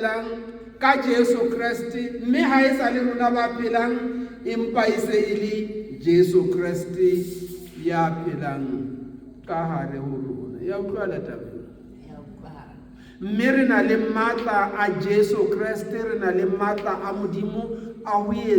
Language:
Southern Sotho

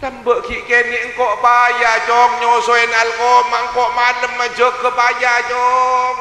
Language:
Madurese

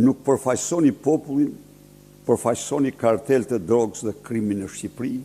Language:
Albanian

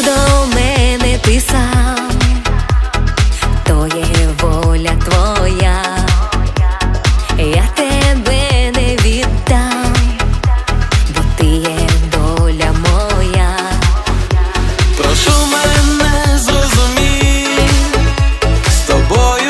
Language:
Ukrainian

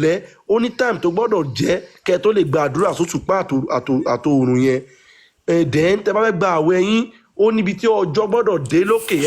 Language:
Yoruba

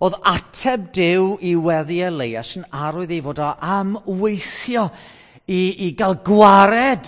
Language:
Welsh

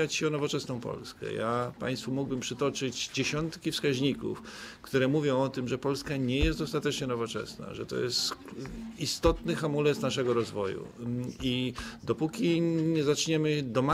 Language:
Polish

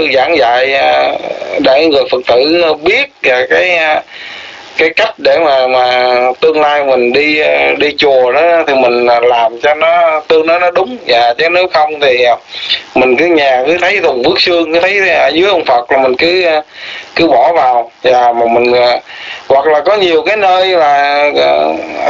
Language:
Vietnamese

